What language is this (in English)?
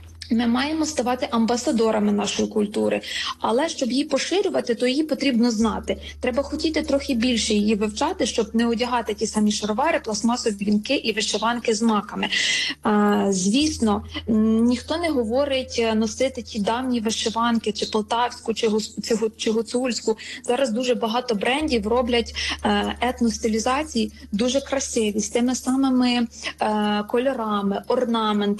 Ukrainian